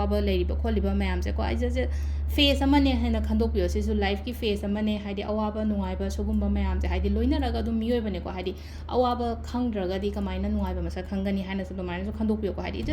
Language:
Manipuri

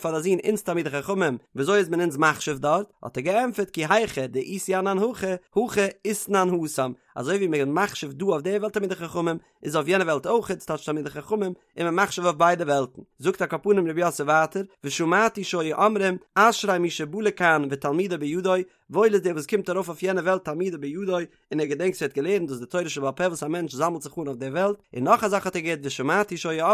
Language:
Yiddish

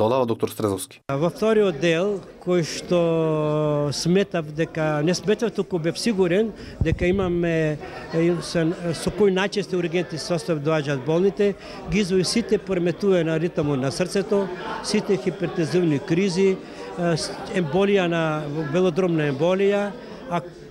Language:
Macedonian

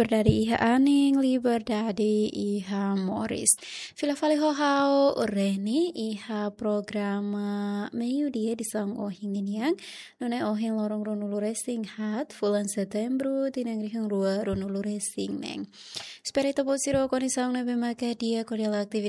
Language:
Tetum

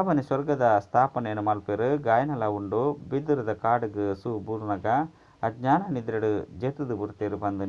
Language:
Tulu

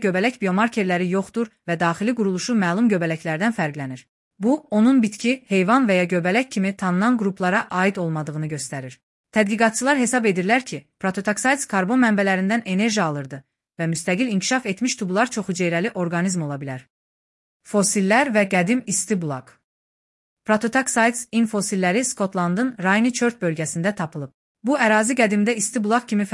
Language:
Azerbaijani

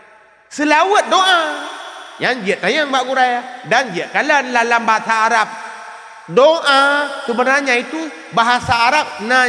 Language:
Achinese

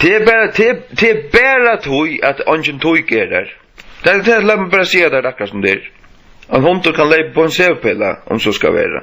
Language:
Faroese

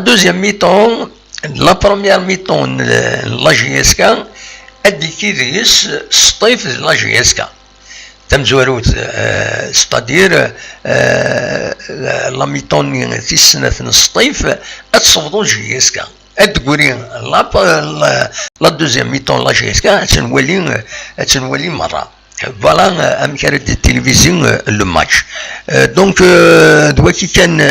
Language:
Kabyle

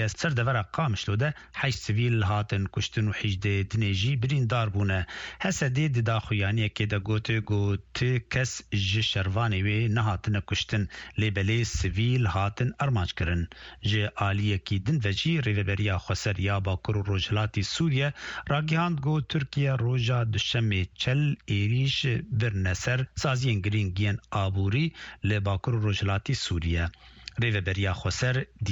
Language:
Kurdish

